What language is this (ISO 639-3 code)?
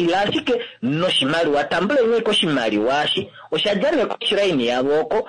kua